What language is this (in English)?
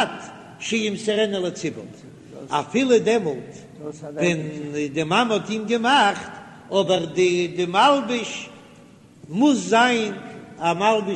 Yiddish